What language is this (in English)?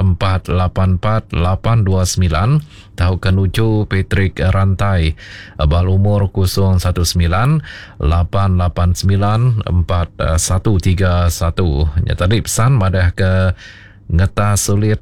Iban